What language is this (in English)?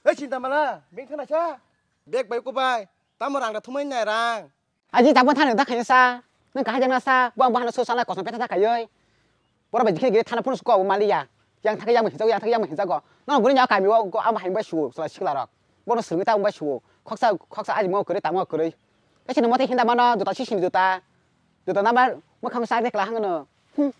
Kok Borok